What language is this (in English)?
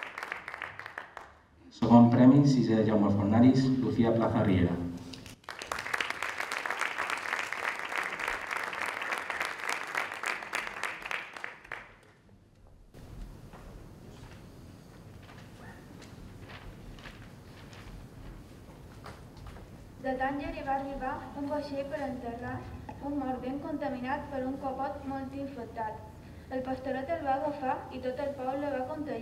Catalan